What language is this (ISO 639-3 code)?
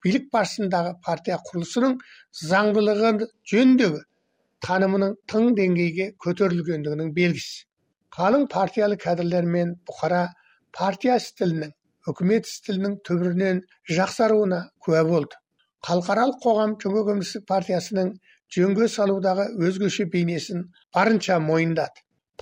kaz